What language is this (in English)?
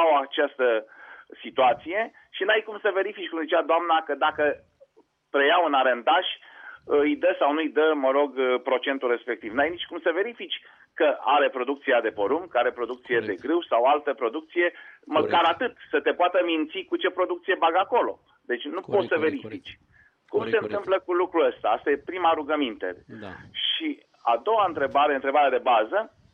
Romanian